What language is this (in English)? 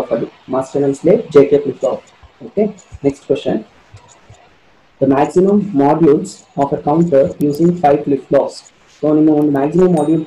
Kannada